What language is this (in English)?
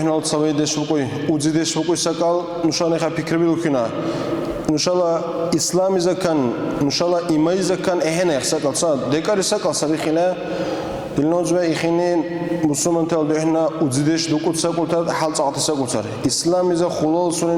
Dargwa